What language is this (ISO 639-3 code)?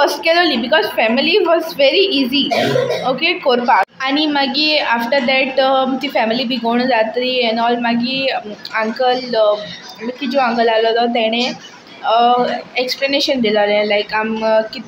kok